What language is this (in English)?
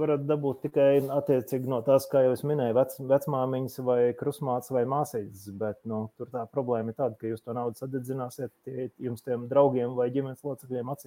Latvian